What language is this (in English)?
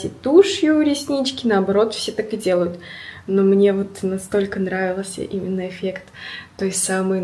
Russian